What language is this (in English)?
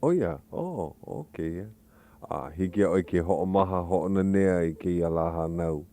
Hawaiian